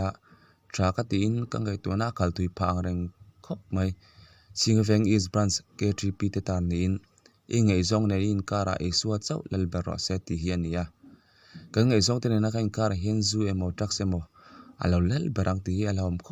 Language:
Mizo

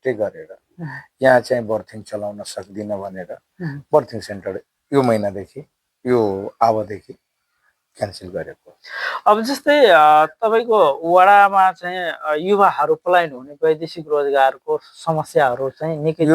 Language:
Nepali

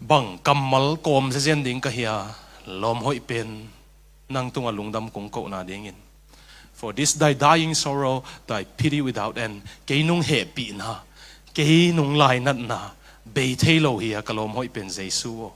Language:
Tedim Chin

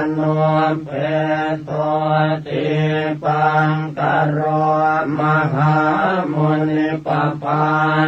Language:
Pali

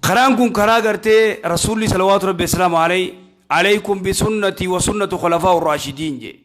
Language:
Oromo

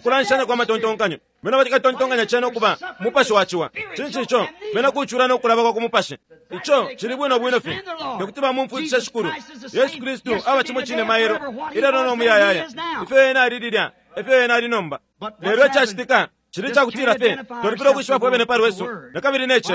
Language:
Bemba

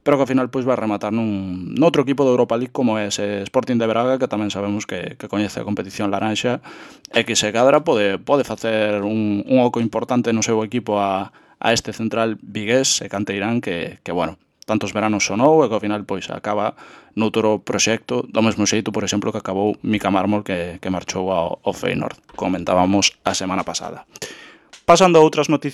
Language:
Galician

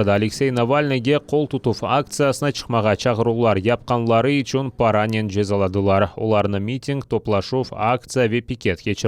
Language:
Crimean Tatar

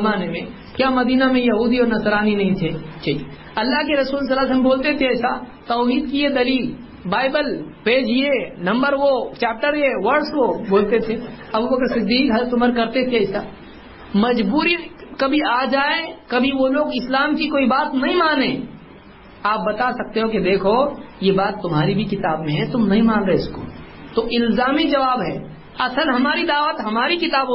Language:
Urdu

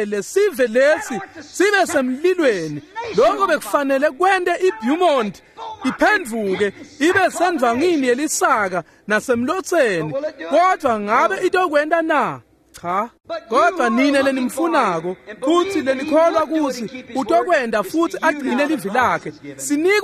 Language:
Swati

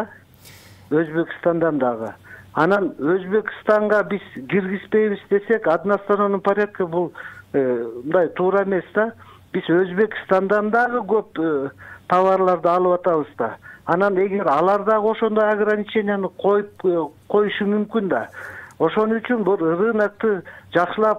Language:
Kyrgyz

